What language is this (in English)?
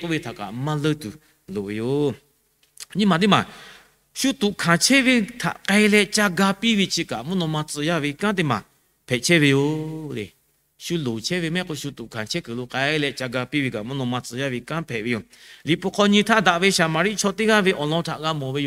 Lahu